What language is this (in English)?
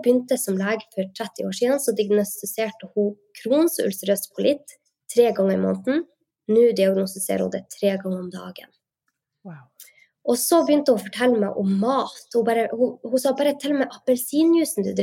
Norwegian